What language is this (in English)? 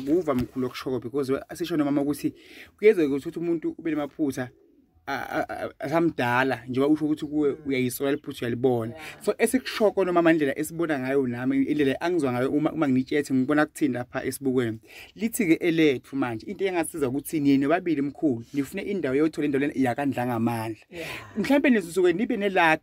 Zulu